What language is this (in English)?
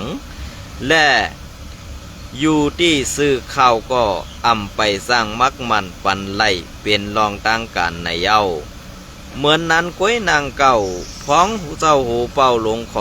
Shan